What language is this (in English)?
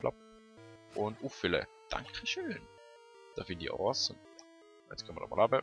Swiss German